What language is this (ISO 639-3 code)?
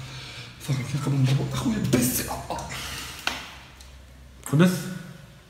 ary